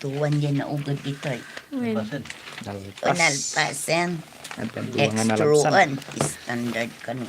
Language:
Iloko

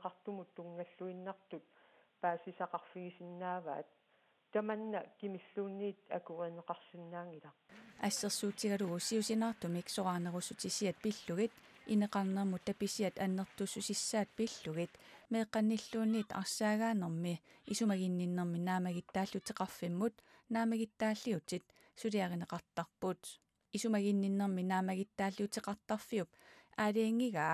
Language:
Kalaallisut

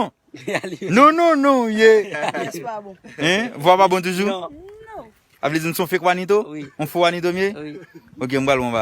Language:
Haitian Creole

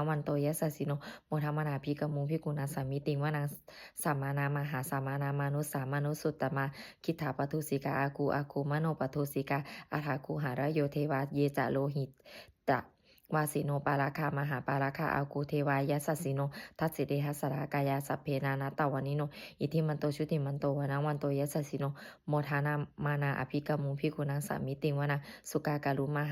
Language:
Pali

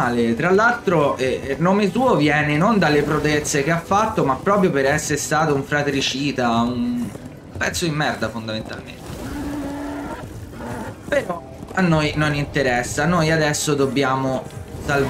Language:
Italian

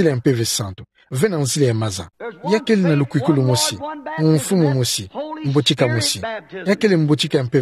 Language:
Kituba (Democratic Republic of Congo)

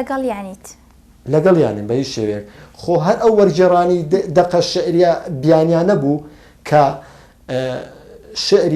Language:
Central Kurdish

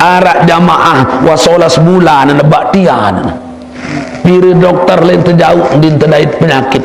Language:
Sasak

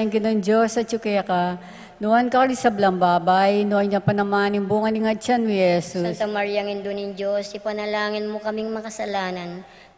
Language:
Pampanga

